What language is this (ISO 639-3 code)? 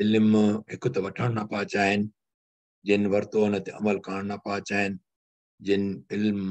snd